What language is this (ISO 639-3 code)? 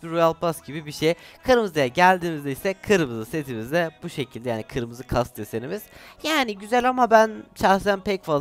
tur